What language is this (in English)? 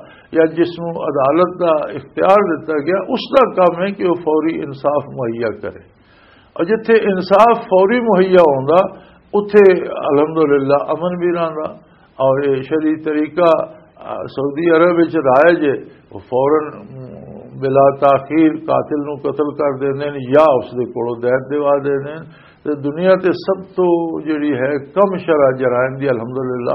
Western Panjabi